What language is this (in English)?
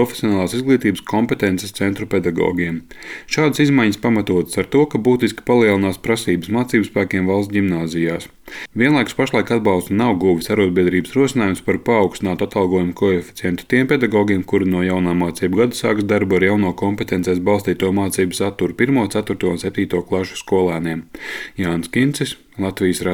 Latvian